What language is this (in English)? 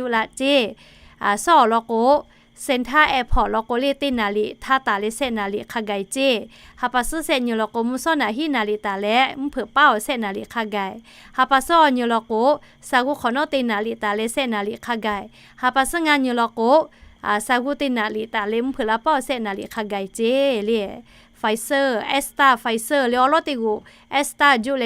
Lahu